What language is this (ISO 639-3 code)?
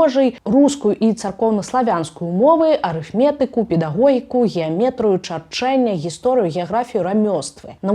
bel